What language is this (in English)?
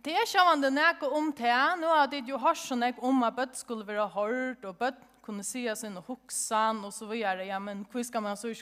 Faroese